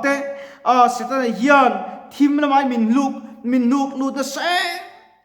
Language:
Mizo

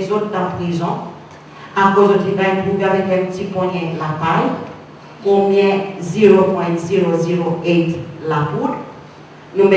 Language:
Seselwa Creole French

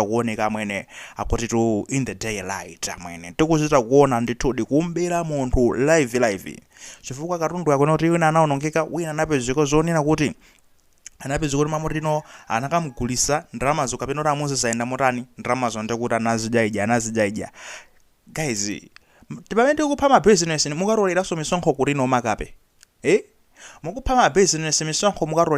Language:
Nyanja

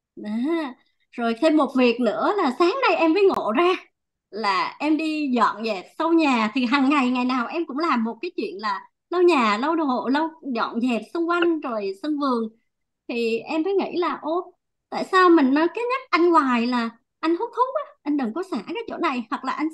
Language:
Vietnamese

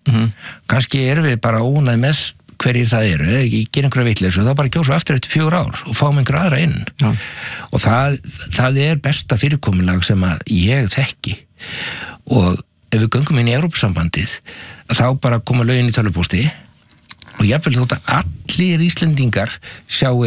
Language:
Icelandic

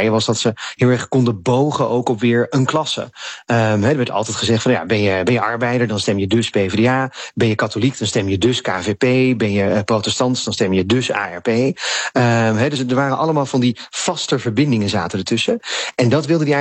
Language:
Dutch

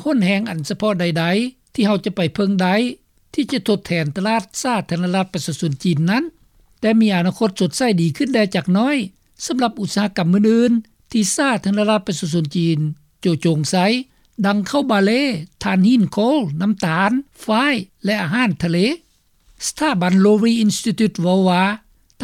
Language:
Lao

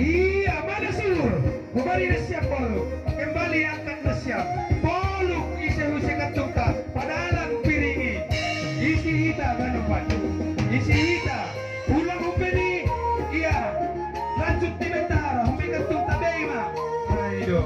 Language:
Batak Simalungun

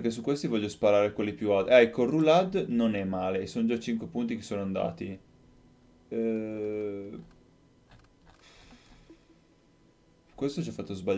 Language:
Italian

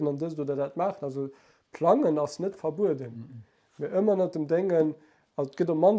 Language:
Luxembourgish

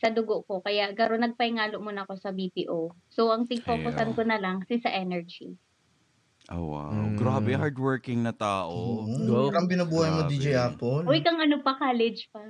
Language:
Bikol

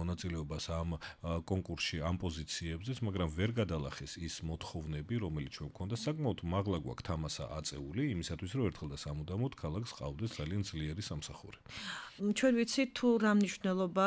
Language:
Georgian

